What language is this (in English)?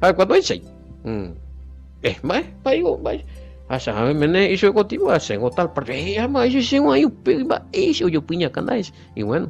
Guarani